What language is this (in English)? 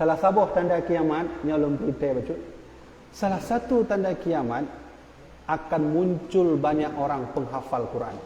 Achinese